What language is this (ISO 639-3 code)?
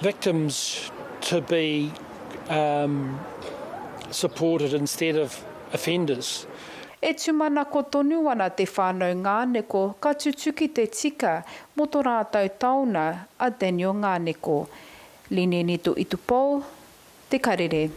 mri